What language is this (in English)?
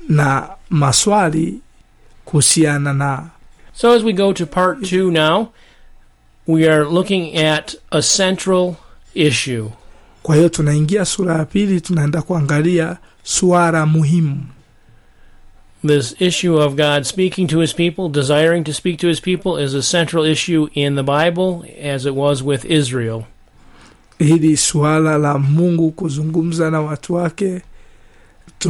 Swahili